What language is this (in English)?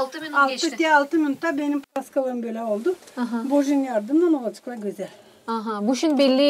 Gagauz